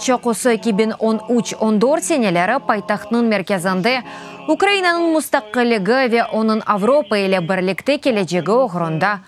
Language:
Crimean Tatar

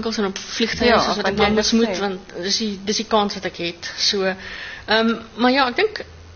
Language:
Afrikaans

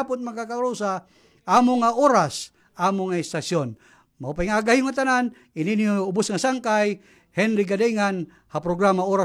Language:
Waray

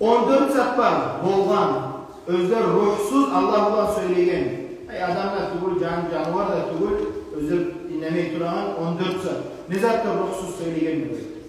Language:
Kumyk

